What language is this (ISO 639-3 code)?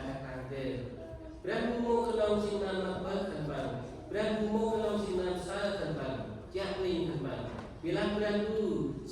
cmo